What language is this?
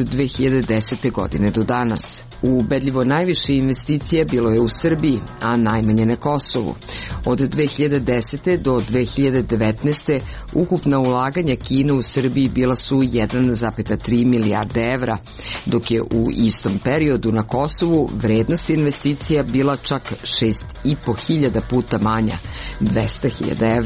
Serbian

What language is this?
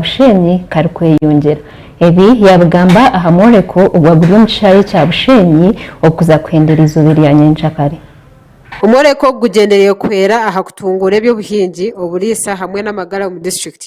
Nyankole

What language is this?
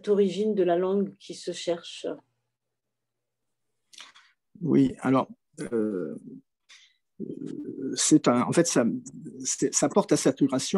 French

